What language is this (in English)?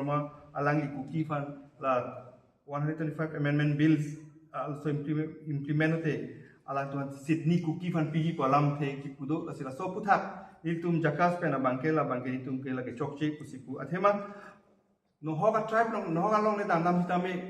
Karbi